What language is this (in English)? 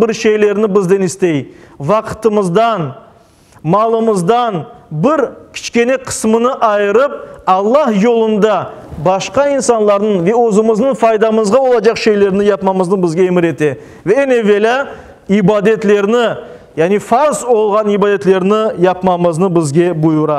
Crimean Tatar